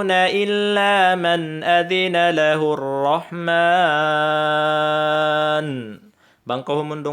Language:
Tausug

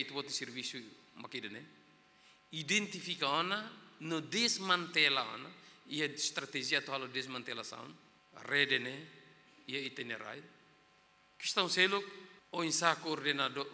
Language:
Tetum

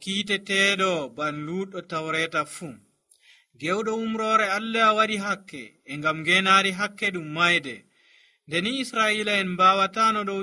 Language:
Nigerian Fulfulde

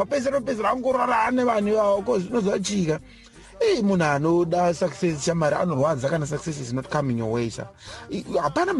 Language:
Shona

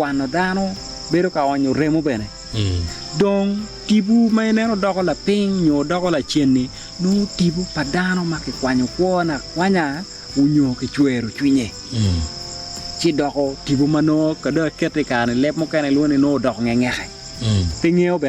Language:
Acoli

